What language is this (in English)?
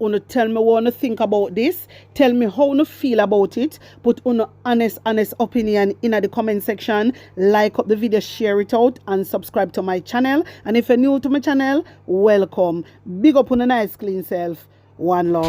Jamaican Creole English